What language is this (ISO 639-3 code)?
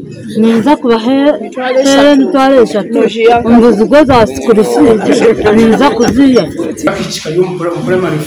nyn